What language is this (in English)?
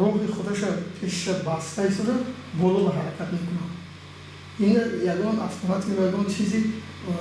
Tajik